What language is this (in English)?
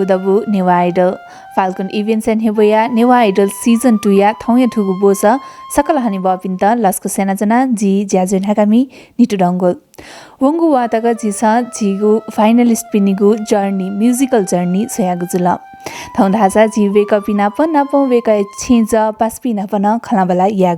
Newari